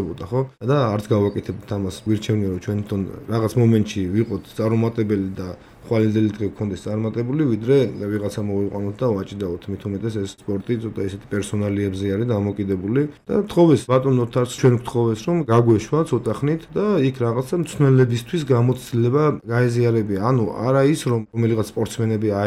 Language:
Georgian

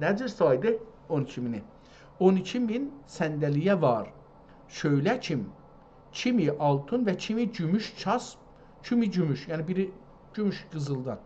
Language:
South Azerbaijani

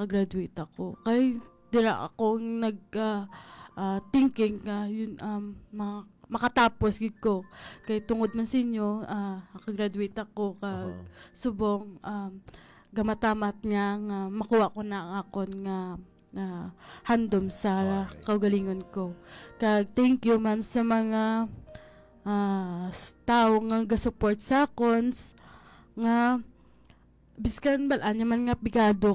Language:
Hiligaynon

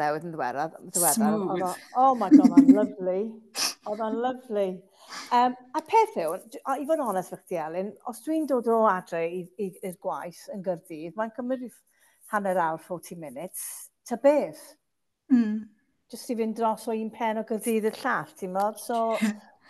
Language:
Welsh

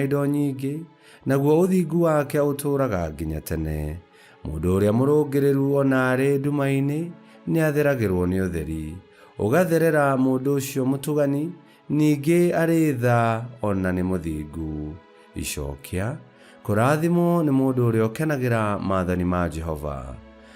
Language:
Kikuyu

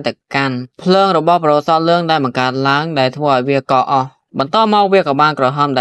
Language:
Khmer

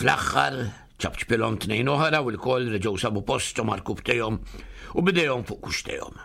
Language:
Maltese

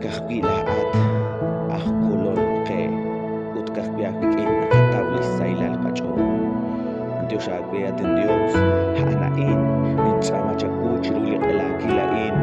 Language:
Kekchí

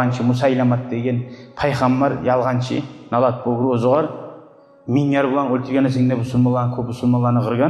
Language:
Kumyk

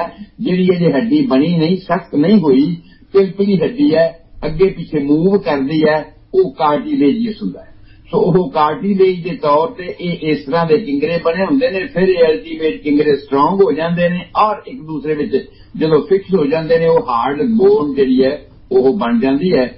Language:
Punjabi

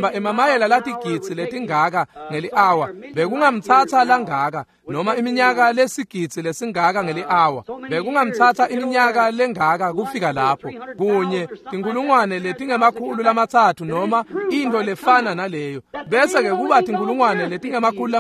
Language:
Swati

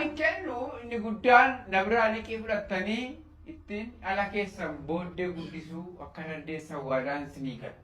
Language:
Oromo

